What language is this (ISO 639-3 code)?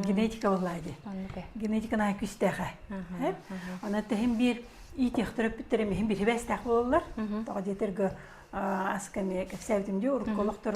sah